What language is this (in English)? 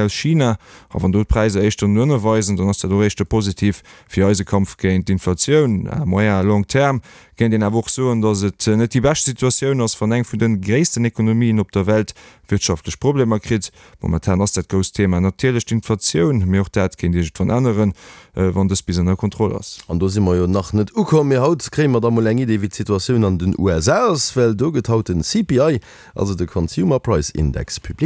Luxembourgish